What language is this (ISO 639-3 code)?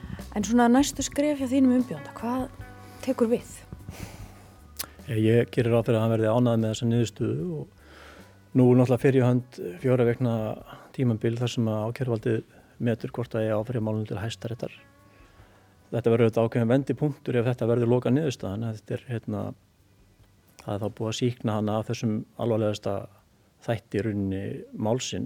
isl